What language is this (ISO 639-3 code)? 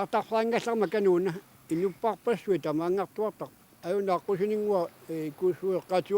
kal